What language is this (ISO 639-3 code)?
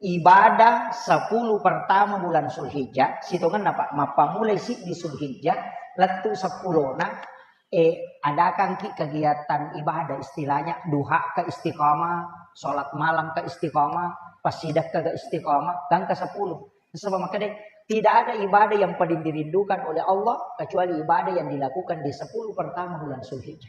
bug